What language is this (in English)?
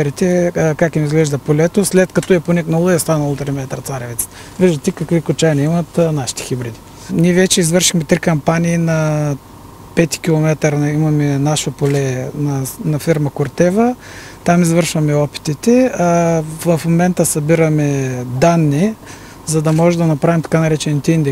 Bulgarian